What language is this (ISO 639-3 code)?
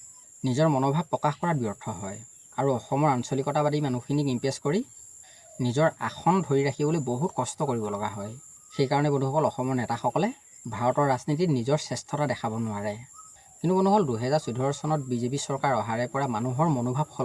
asm